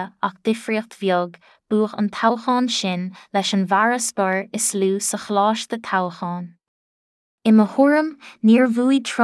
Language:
Irish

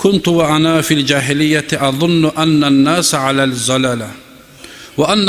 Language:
Kumyk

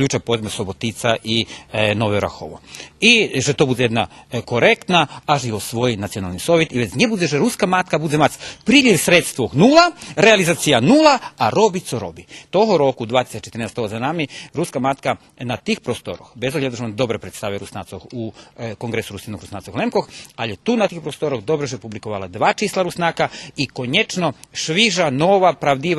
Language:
Rusyn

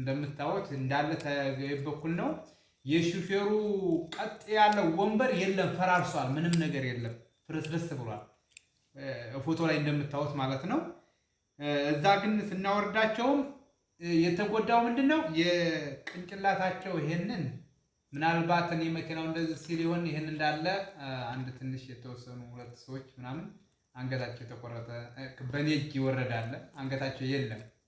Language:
Amharic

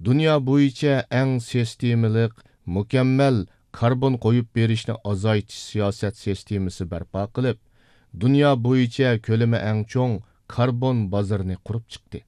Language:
Uyghur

